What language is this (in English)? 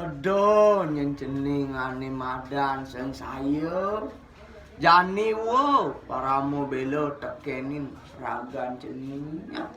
Balinese